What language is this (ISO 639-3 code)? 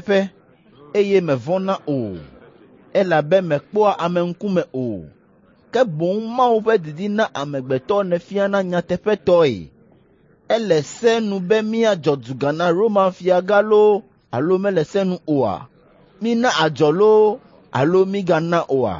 ewe